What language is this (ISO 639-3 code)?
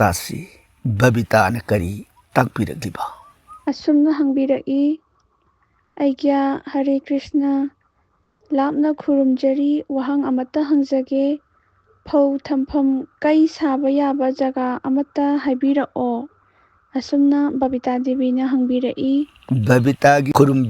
mni